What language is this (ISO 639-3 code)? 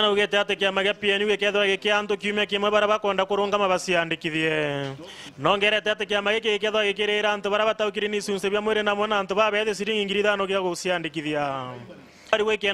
mer